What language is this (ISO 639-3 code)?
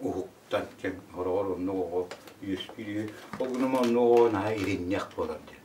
sah